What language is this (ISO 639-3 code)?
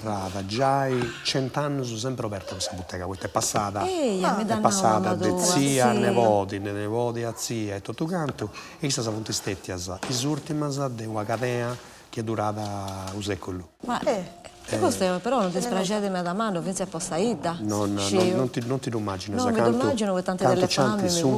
srd